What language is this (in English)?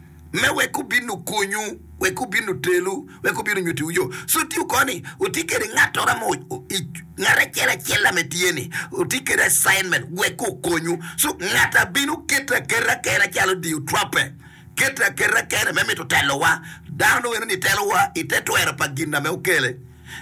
Acoli